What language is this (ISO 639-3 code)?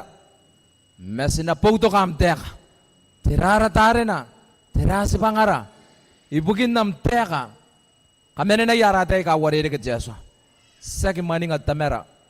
gil